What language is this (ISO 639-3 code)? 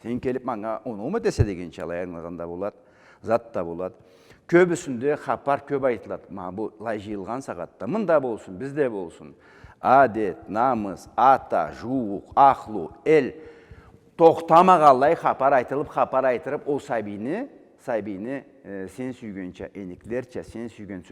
krc